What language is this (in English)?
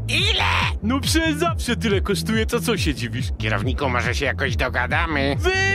Polish